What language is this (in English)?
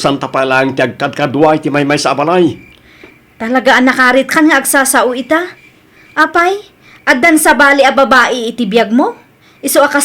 Iloko